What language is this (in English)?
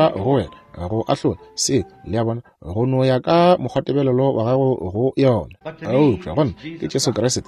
Northern Sotho